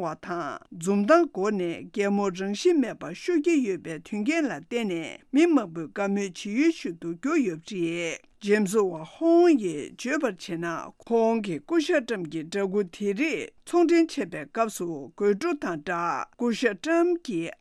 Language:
Tibetan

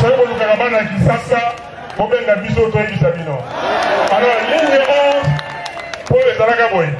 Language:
Lingala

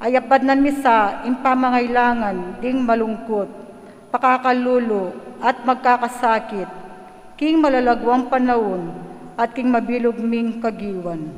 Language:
Pampanga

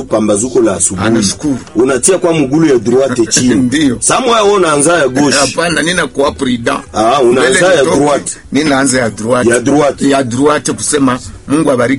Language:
Swahili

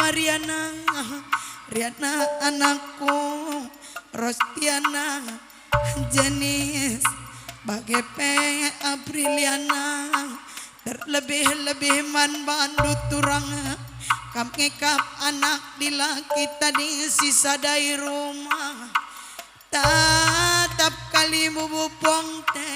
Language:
Batak Karo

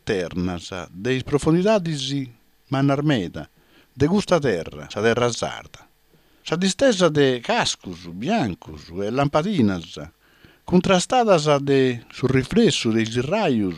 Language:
Sardinian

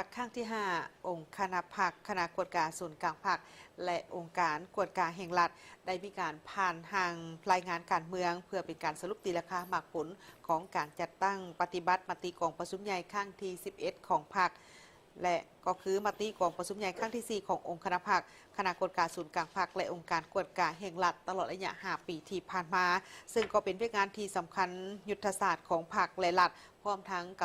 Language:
Lao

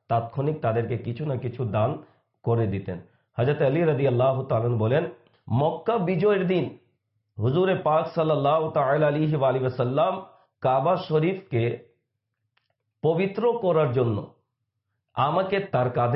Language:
Bangla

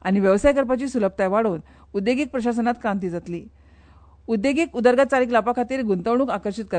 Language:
Konkani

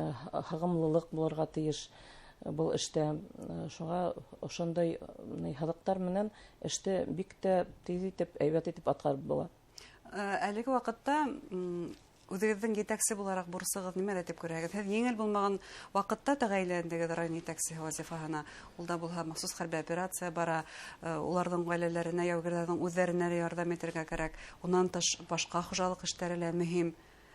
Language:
Bashkir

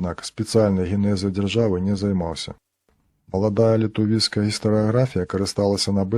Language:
Belarusian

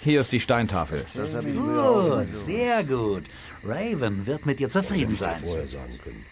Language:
Bavarian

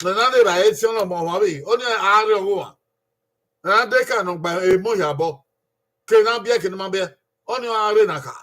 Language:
Bini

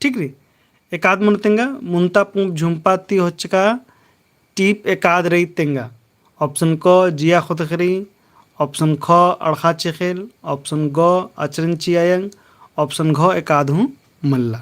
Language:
Kurukh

